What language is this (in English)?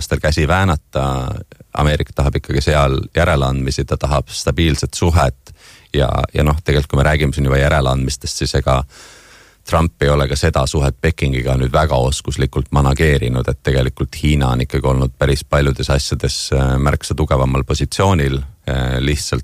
Estonian